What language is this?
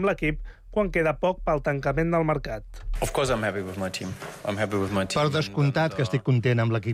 Catalan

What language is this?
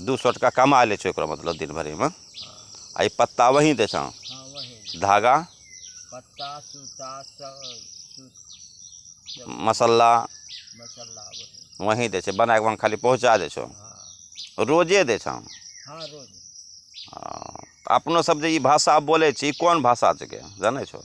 Angika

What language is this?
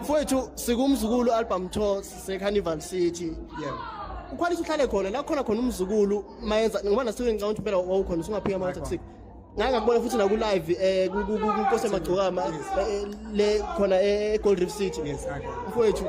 Zulu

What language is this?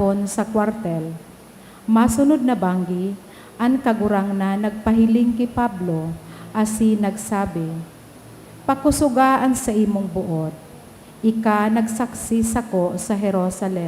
Bikol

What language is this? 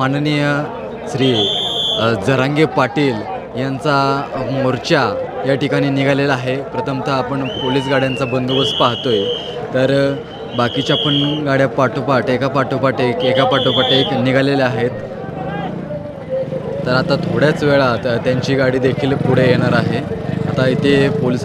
Marathi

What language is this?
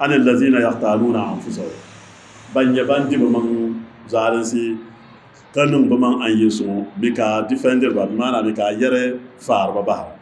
Dagbani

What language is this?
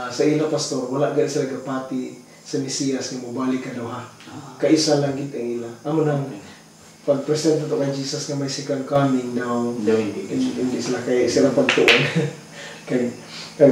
Hiligaynon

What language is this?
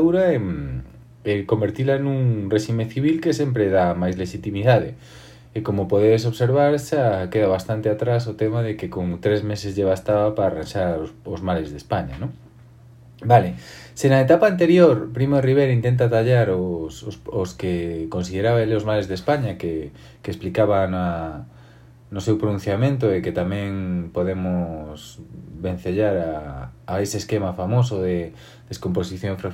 Galician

